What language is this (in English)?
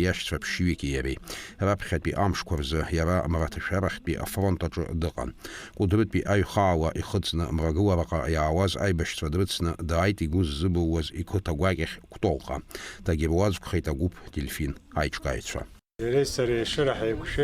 Abkhazian